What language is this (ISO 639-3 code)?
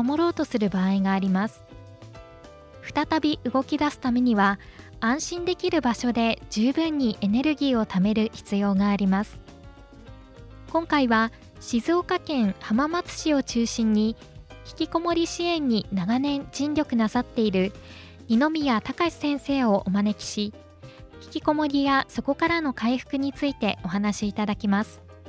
jpn